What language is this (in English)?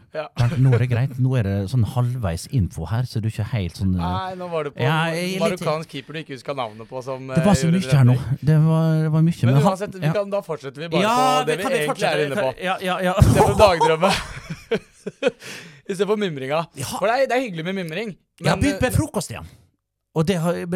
Norwegian